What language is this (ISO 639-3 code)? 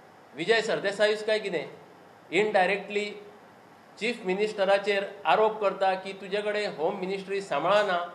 kok